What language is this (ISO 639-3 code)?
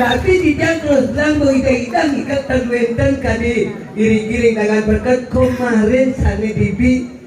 ban